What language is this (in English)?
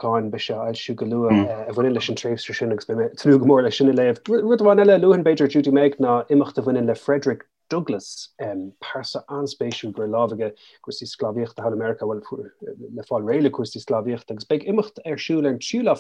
Irish